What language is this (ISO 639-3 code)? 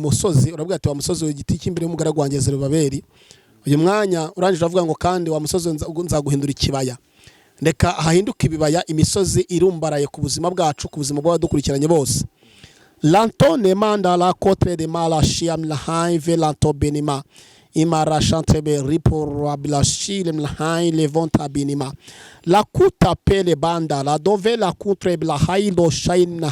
kin